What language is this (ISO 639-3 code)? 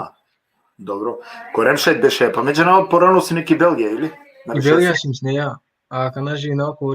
rmn